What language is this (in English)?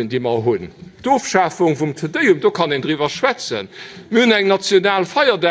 Luxembourgish